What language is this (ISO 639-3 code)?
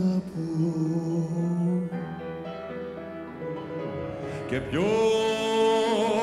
ell